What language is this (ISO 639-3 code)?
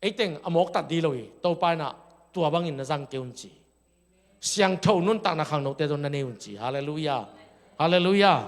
ctd